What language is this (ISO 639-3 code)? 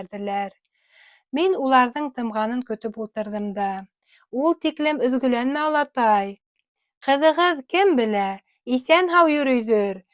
bak